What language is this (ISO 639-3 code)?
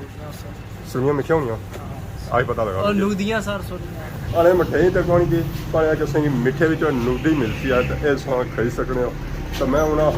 phr